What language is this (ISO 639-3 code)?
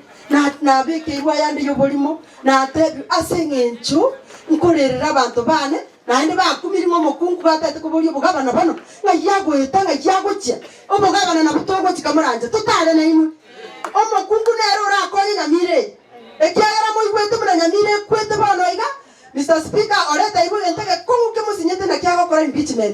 guz